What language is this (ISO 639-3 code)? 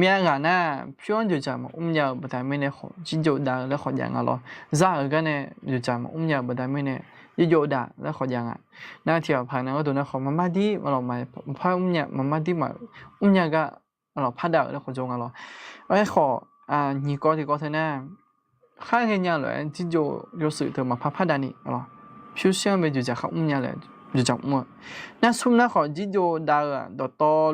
ahk